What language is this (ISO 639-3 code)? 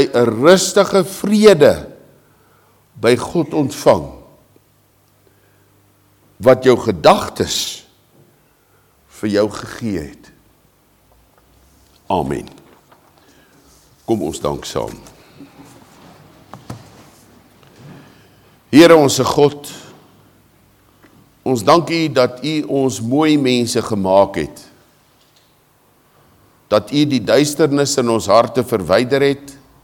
afr